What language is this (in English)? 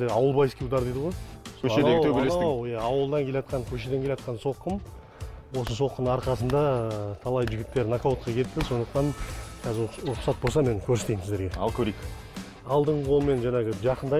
Kazakh